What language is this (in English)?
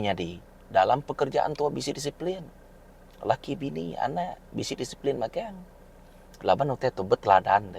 Iban